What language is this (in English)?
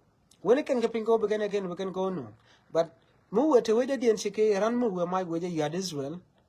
Nuer